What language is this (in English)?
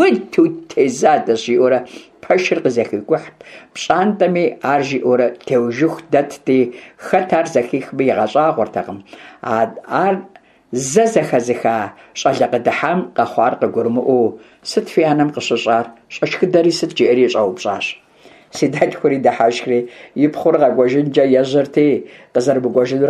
Kabardian